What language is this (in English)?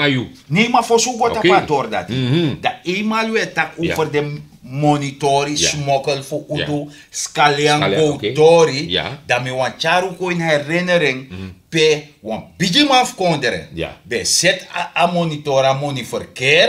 Sranan Tongo